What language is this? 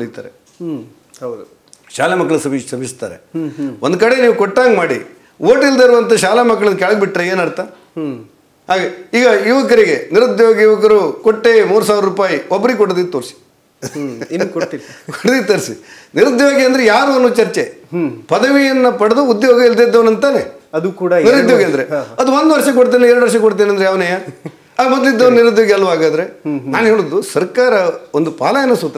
Kannada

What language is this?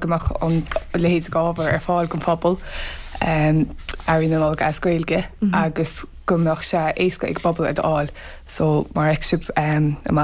Irish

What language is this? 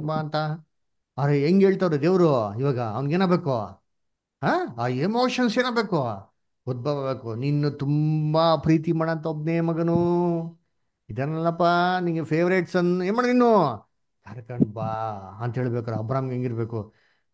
Kannada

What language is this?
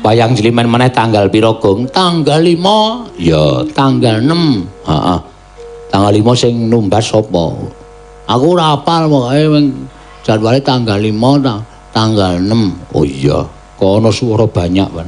Javanese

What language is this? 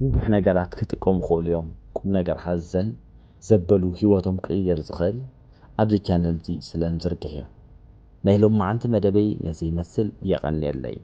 Tigrinya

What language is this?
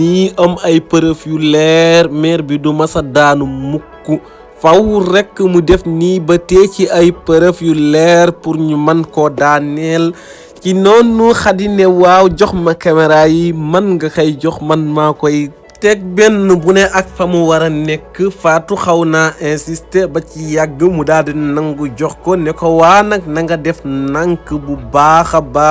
Wolof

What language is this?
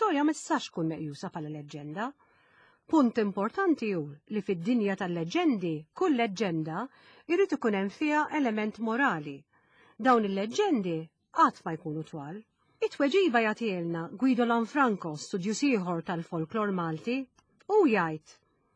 Maltese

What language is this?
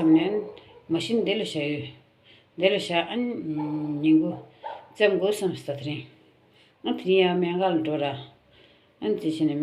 Tibetan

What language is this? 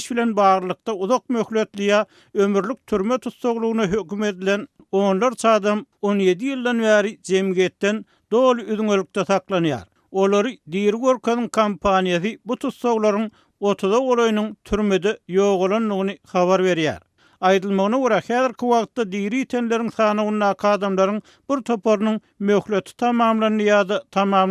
Turkmen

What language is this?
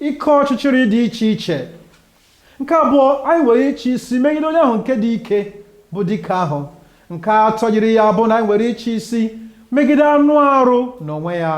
Igbo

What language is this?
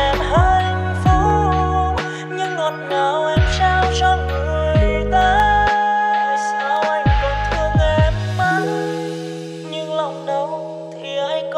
Vietnamese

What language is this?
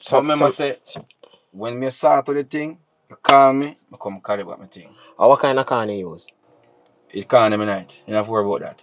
Jamaican Creole English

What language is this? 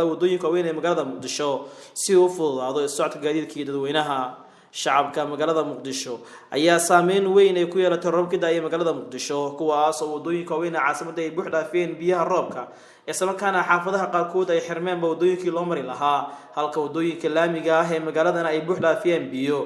Somali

